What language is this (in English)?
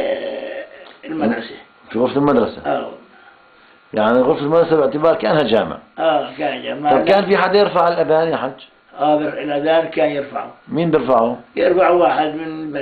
South Levantine Arabic